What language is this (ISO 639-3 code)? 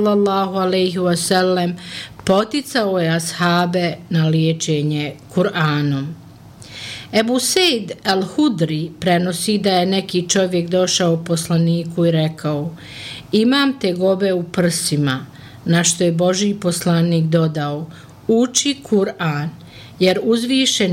bos